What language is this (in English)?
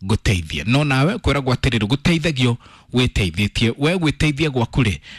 Kikuyu